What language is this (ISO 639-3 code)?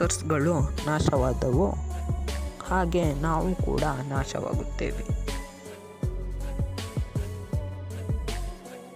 kan